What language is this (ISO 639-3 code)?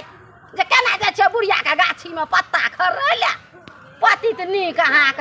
mai